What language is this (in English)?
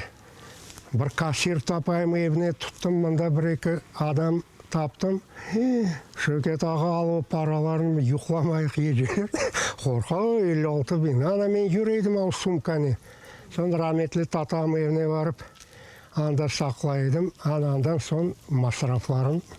Crimean Tatar